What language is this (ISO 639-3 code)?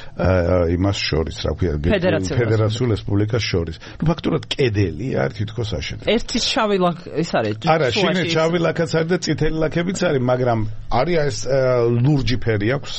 kat